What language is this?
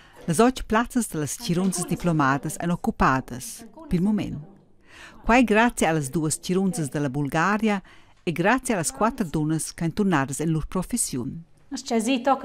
Romansh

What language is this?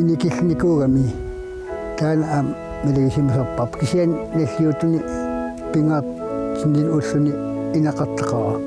Kalaallisut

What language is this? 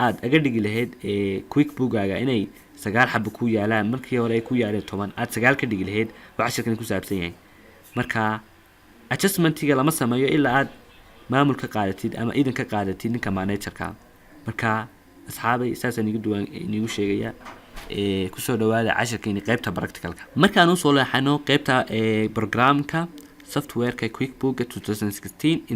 Somali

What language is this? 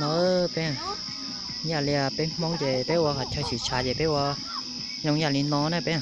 Hmong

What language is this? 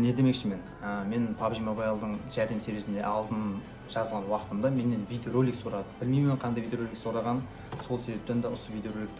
Kara-Kalpak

